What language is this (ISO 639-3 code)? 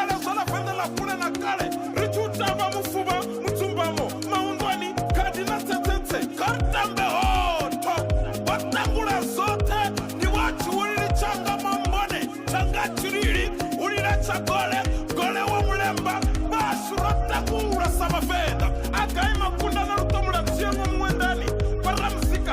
ven